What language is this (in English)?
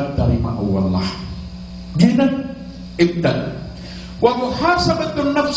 Maranao